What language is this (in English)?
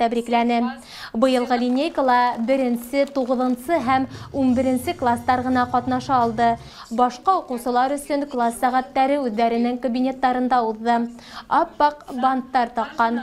Bashkir